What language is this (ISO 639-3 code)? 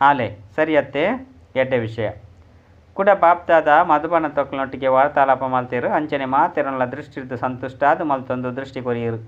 tcy